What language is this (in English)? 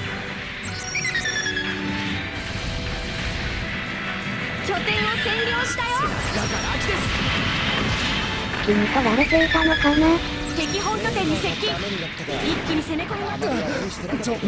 Japanese